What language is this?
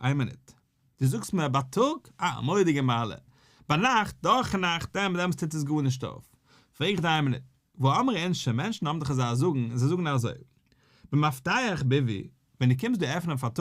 Yiddish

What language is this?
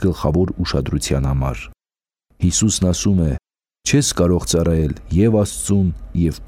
Armenian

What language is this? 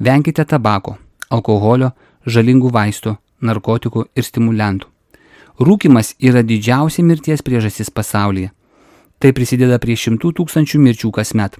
Lithuanian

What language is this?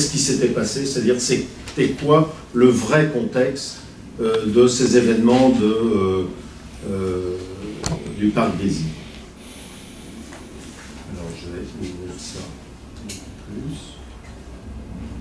French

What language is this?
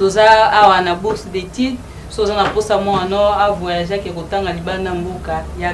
Lingala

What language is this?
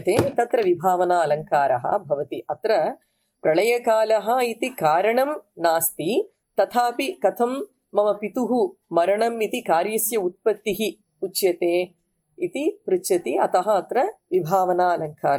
Sanskrit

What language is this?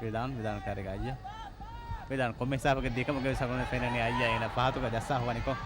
Divehi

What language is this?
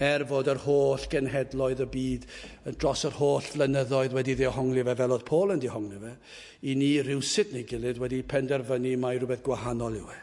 Welsh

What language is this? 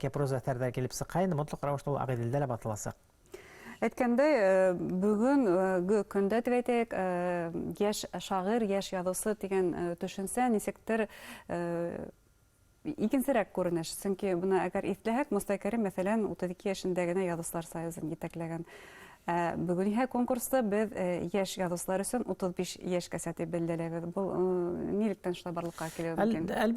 Bashkir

